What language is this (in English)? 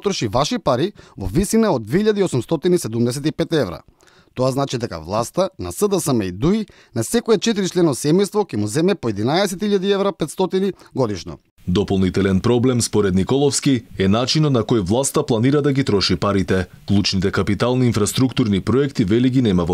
Macedonian